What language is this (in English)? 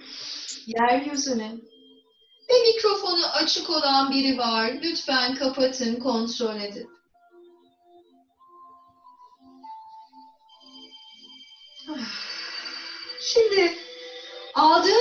Turkish